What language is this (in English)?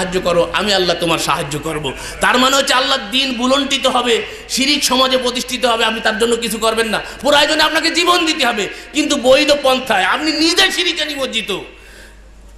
Bangla